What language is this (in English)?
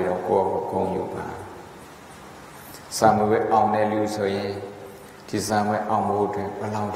Burmese